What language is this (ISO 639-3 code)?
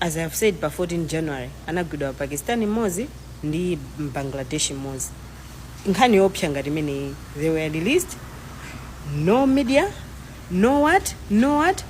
nya